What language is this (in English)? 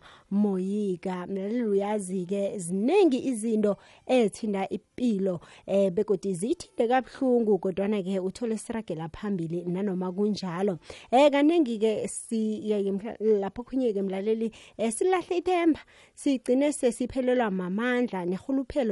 Xhosa